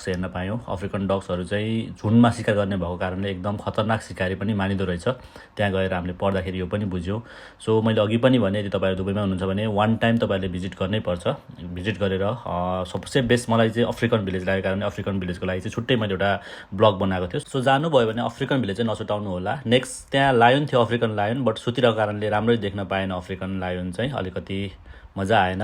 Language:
Nepali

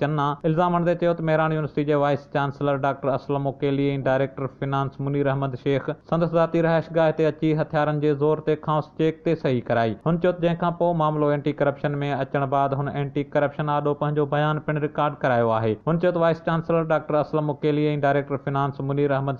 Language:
Sindhi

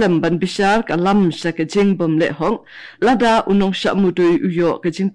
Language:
Khasi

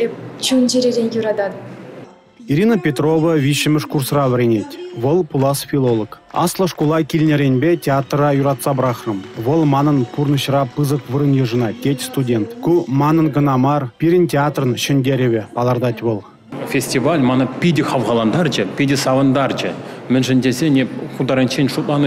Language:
Chuvash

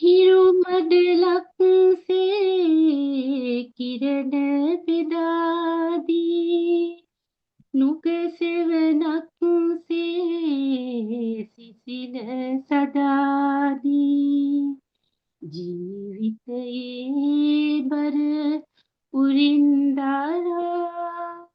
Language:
Sinhala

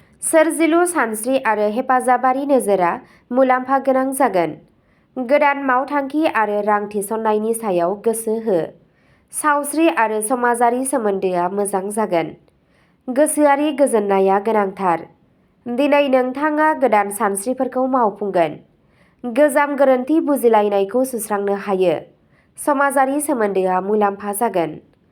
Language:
Bodo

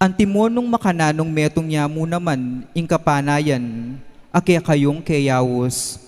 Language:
Pampanga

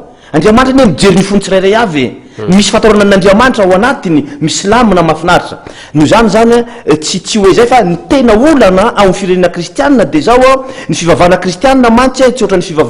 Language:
Malagasy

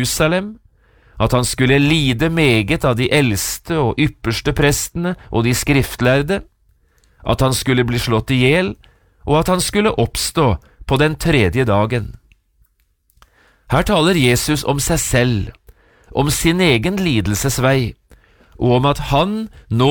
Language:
Norwegian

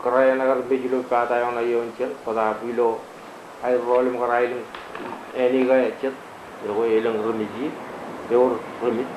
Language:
Marshallese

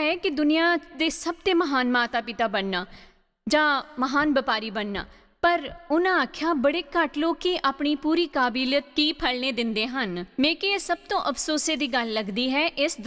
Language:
Dogri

